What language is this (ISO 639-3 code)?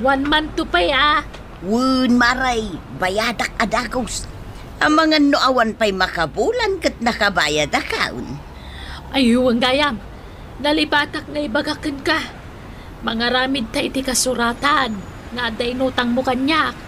ilo